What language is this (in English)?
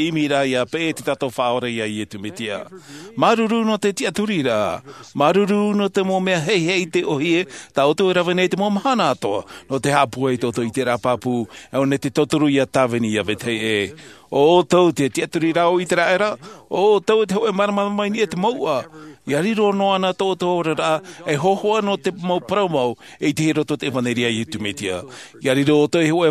Tahitian